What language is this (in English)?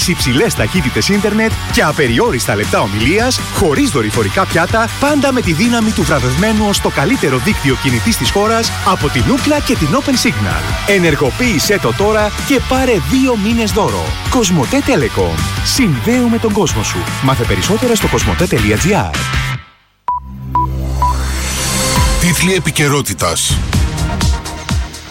Greek